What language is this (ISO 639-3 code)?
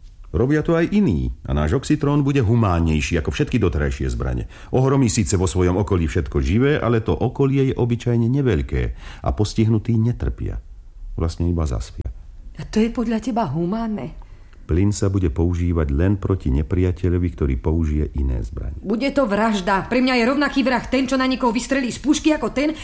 slk